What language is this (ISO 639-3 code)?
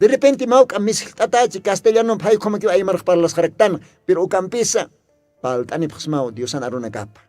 aym